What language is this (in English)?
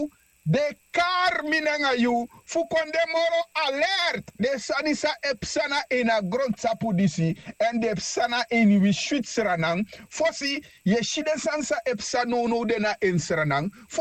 Sranan Tongo